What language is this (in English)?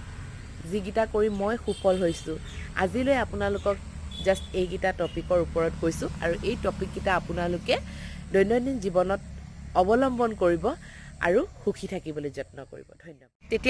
Assamese